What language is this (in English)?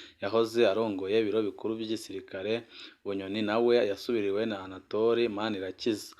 Rundi